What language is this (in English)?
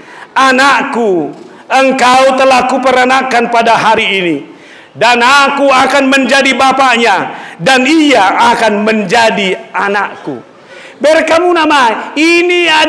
Batak Toba